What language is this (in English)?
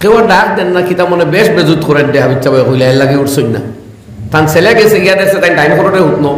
Sylheti